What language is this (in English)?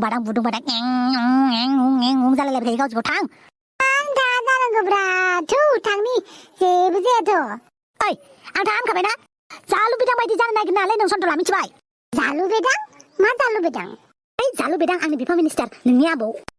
Bodo